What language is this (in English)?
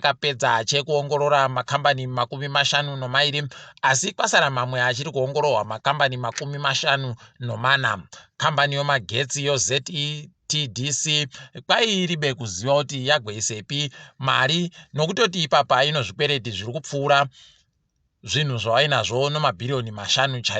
Ndau